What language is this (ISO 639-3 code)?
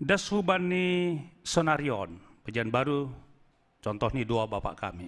bts